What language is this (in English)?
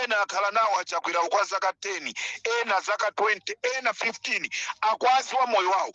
Nyanja